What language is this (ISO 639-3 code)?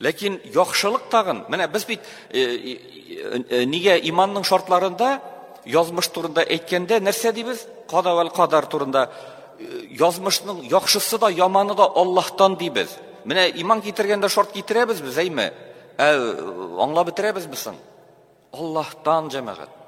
tat